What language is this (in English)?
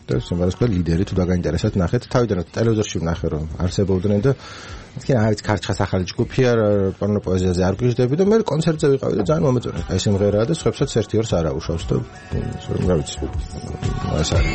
Georgian